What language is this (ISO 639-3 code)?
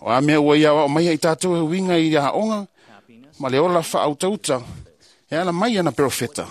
smo